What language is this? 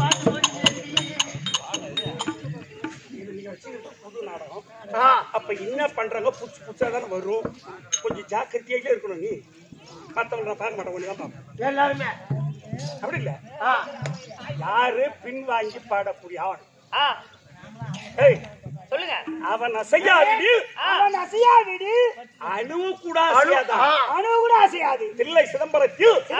Tamil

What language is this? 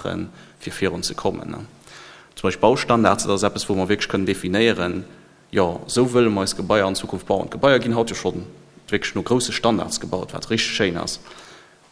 Luxembourgish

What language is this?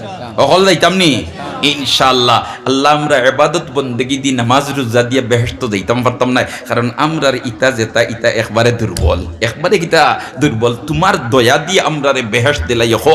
Sylheti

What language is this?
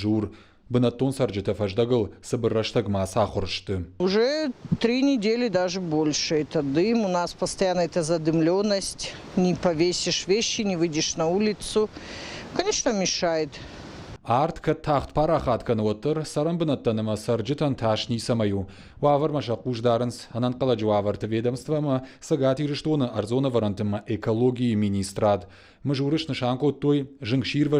Ossetic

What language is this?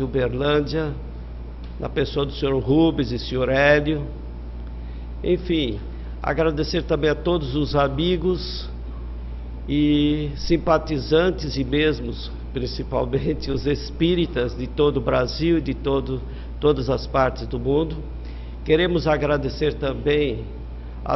Portuguese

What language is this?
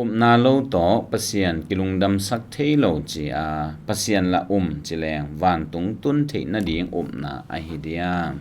Tedim Chin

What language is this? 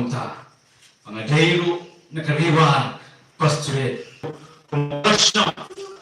Khasi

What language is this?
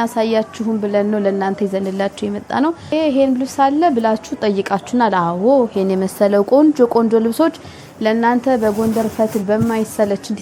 Amharic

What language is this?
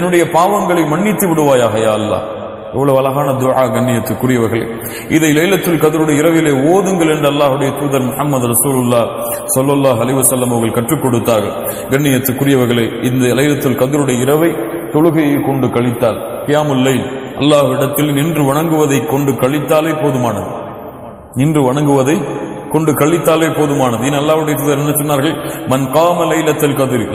Tamil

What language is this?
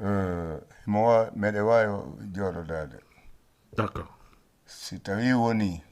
Fula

